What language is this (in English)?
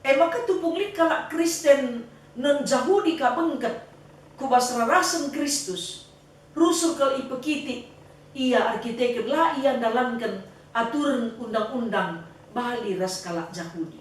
Batak Karo